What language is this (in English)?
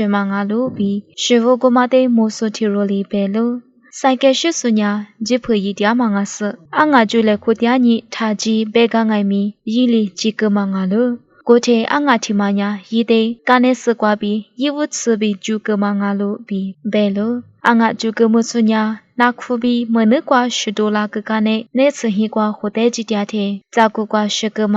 Lisu